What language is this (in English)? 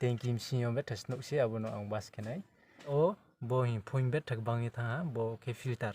Riang (India)